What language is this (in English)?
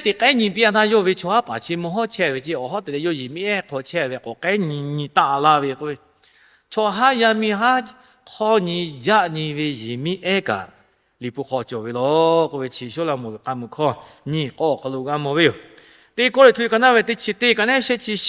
Lahu